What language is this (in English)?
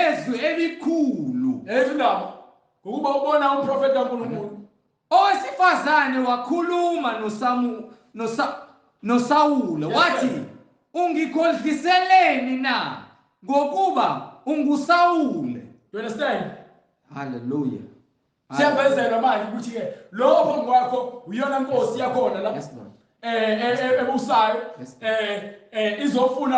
Zulu